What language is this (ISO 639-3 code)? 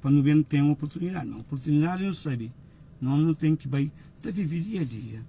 kea